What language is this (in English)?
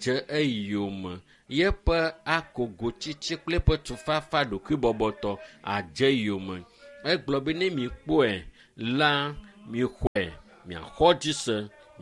Ewe